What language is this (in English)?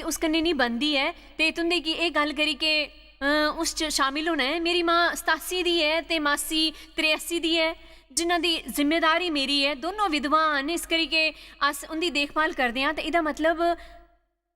Dogri